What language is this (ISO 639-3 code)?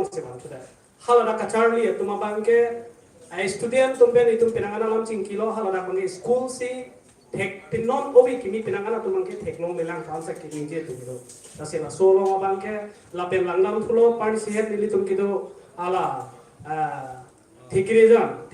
mjw